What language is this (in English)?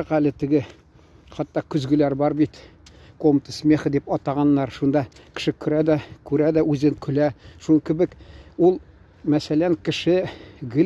Tatar